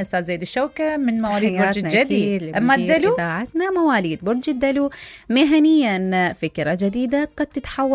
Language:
Mesopotamian Arabic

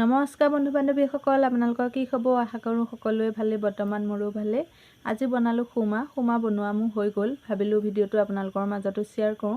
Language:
Assamese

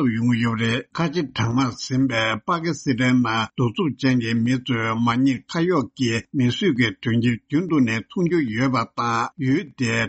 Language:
Tibetan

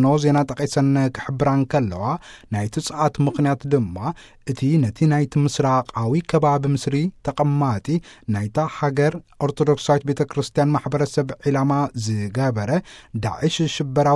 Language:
Tigrinya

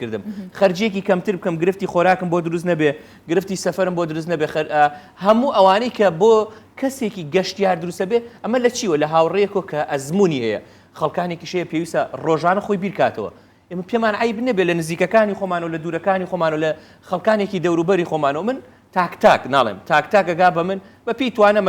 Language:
Central Kurdish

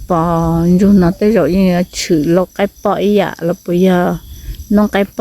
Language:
Hmong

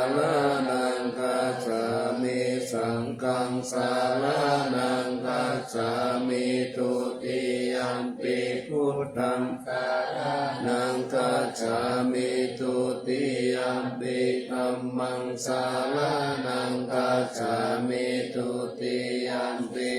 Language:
Pali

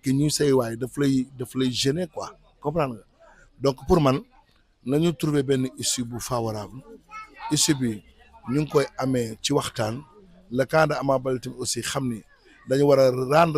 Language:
Wolof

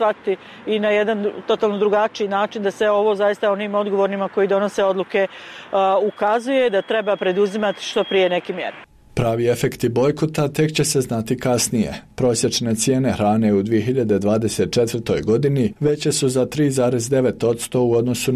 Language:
Bosnian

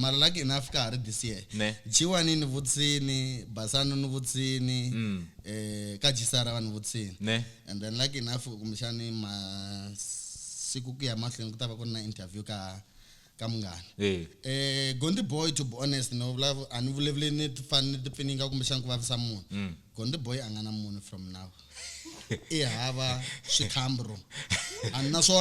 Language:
Tsonga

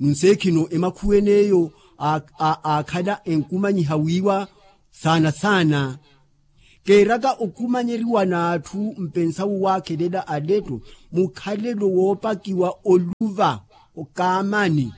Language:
Makhuwa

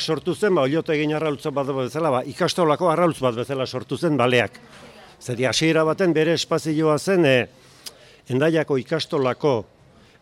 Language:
Basque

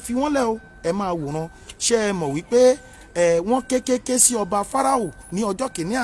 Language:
Yoruba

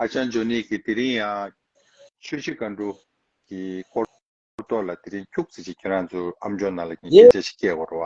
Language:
Tibetan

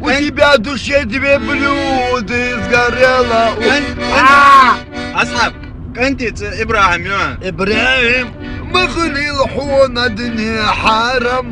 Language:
Chechen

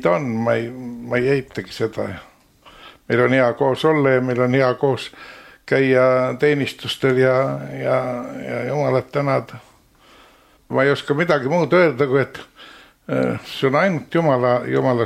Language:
Estonian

